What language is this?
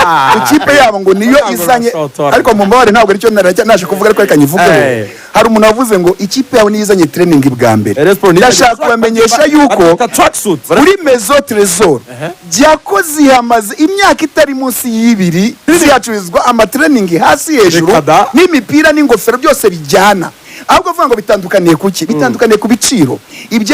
Kinyarwanda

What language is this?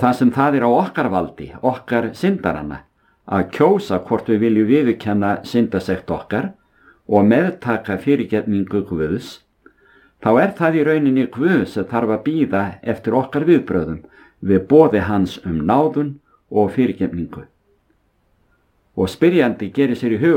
Icelandic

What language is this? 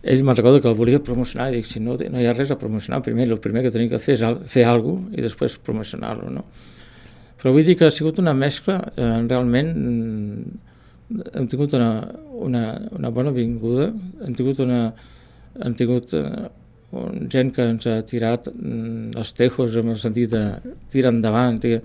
Catalan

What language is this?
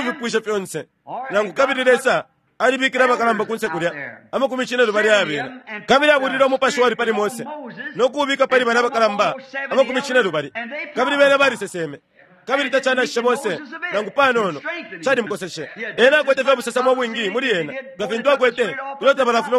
Bemba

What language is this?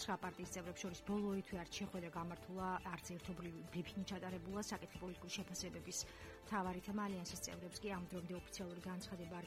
Georgian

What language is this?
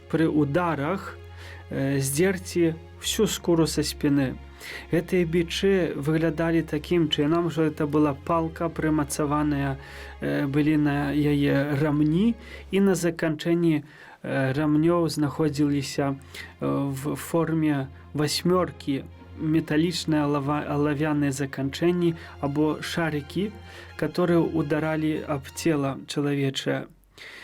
Belarusian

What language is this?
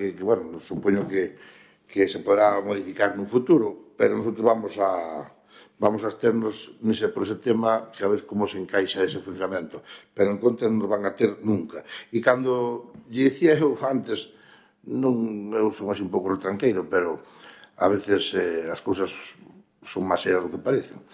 Galician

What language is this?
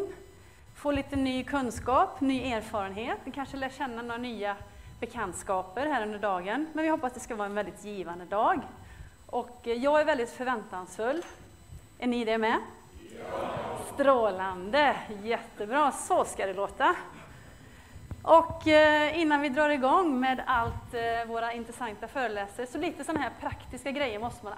Swedish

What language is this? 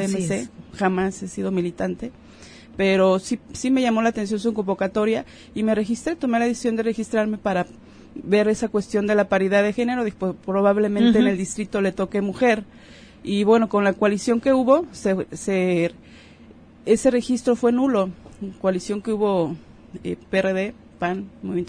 Spanish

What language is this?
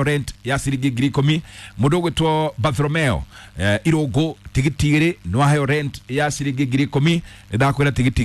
Kikuyu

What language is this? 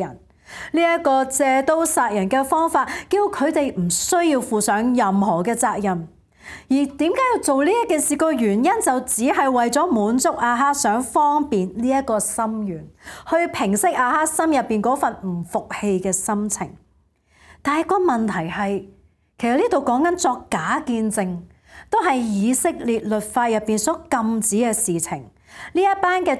Cantonese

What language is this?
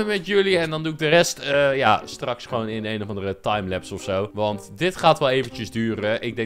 Dutch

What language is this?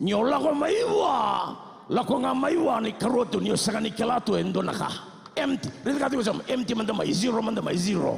Fijian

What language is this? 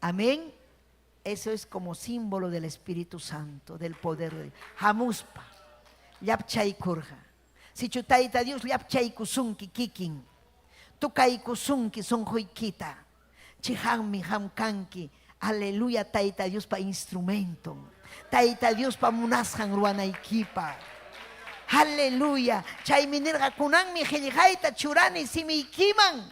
Ayacucho Quechua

